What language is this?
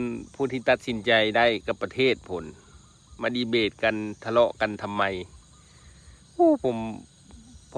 Lao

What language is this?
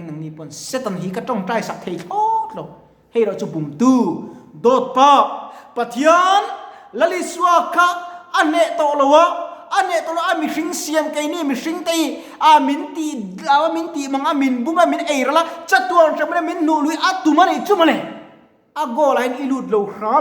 Mizo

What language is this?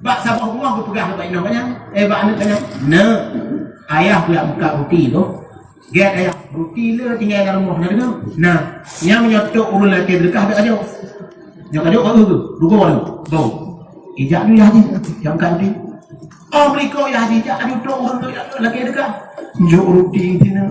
Achinese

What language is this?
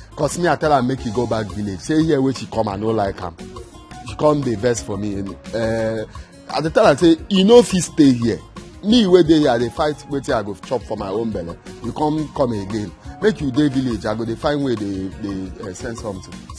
Nigerian Pidgin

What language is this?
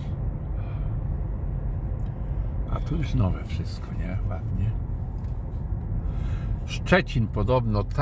Polish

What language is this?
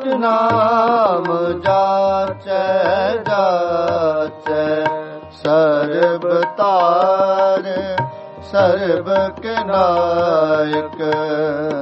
Punjabi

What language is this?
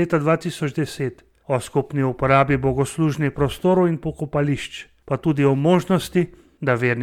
Slovenian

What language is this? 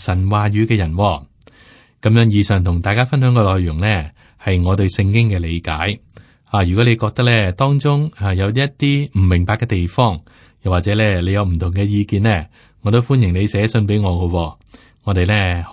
Cantonese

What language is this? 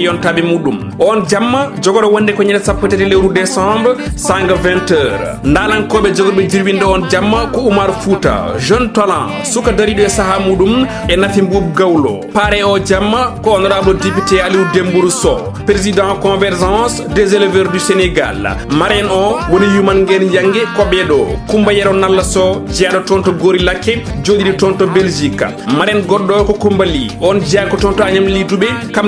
Fula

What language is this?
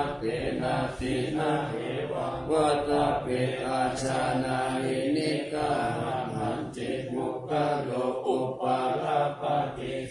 Pali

